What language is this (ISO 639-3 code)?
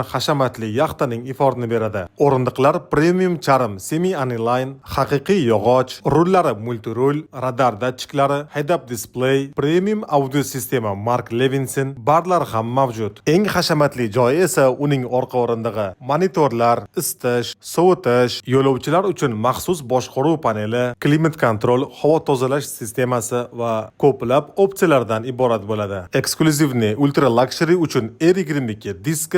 uzb